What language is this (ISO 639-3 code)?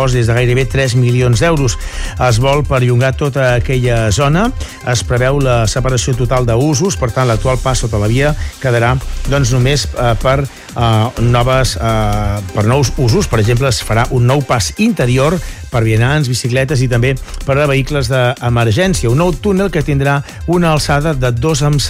cat